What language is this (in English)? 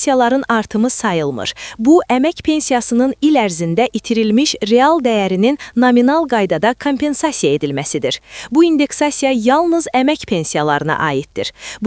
Azerbaijani